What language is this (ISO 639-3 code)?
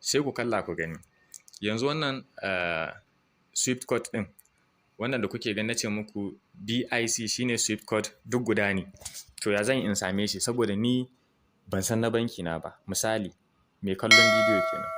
hau